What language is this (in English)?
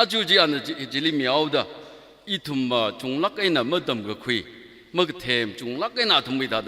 Tangkhul Naga (India)